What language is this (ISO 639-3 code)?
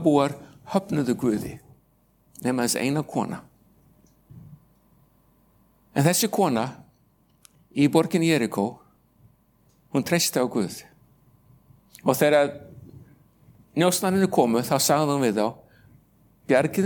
isl